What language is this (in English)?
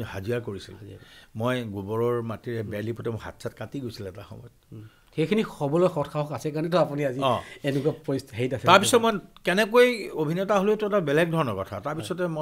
Assamese